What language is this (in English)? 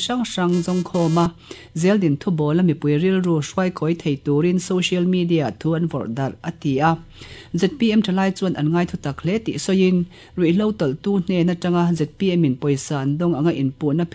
Mizo